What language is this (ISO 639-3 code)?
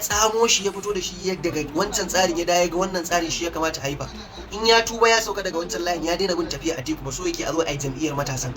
hau